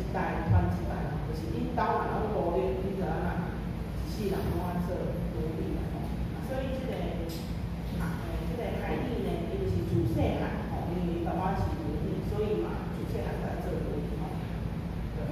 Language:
Min Nan Chinese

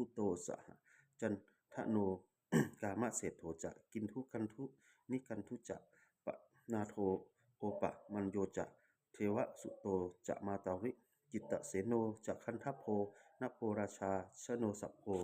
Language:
Pali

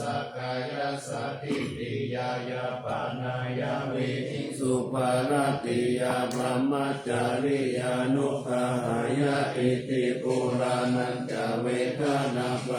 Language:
Pali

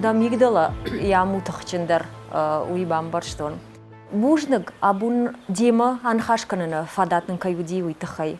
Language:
Ossetic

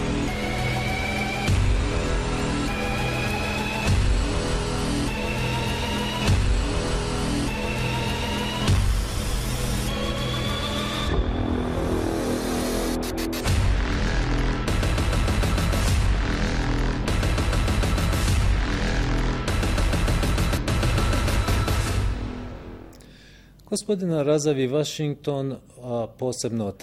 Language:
Bosnian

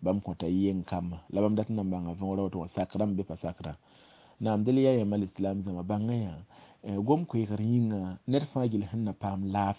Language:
Mossi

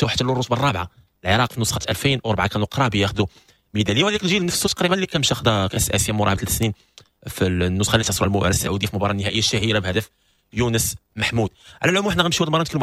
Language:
Moroccan Arabic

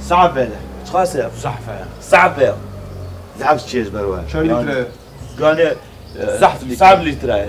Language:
Kurdish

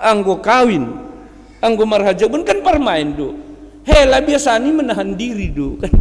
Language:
Batak Simalungun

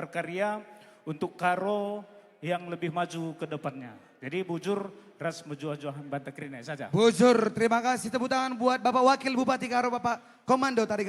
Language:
Batak Karo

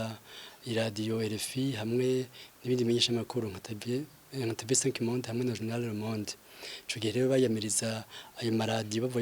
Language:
Rundi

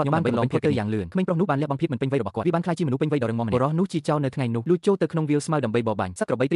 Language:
Khmer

